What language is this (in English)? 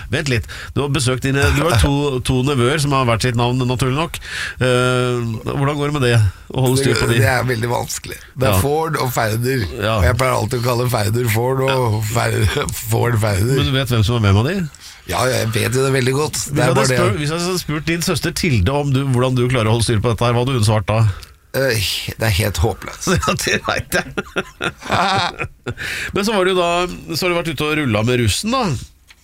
Norwegian